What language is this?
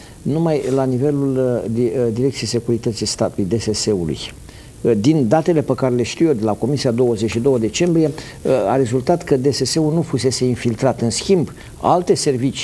Romanian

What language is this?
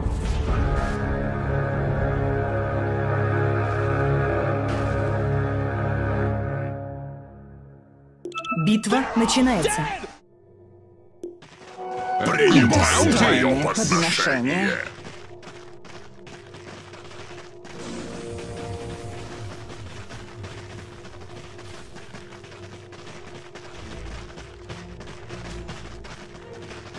Russian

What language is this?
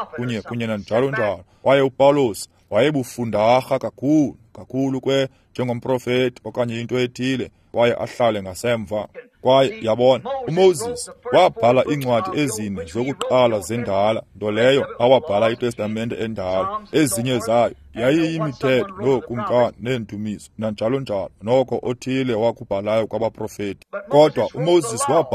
Xhosa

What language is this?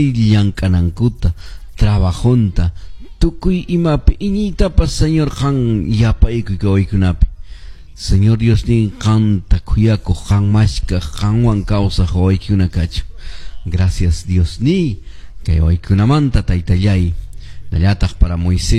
Quechua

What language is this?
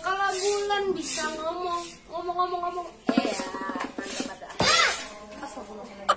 Betawi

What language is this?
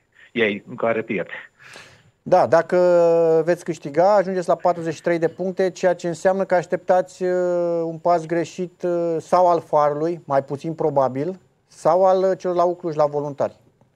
Romanian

